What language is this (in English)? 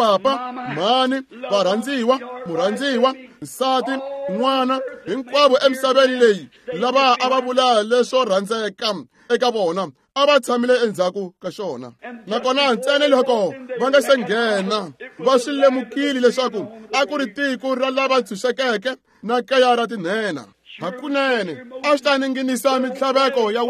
Tsonga